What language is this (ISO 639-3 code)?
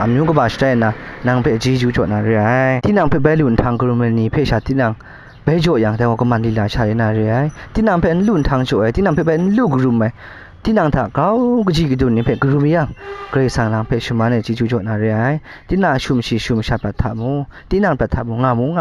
kac